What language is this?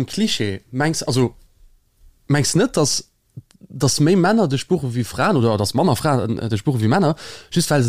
Luxembourgish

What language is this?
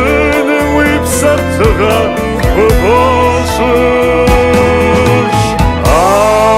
Kabardian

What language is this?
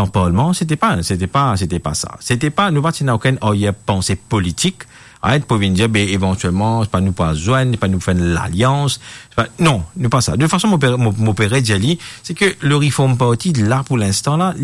Morisyen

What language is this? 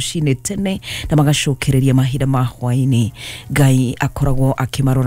Kikuyu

